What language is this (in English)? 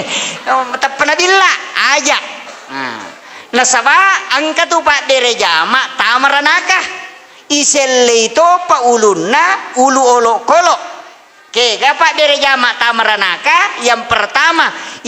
Buginese